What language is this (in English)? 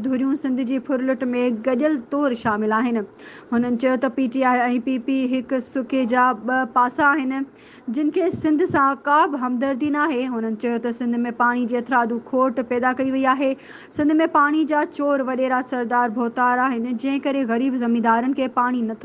Sindhi